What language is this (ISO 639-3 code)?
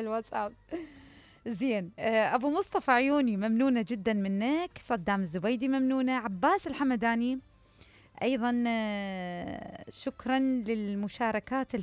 acm